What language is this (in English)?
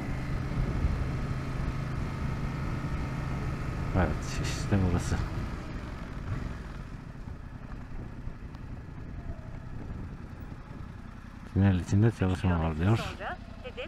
Turkish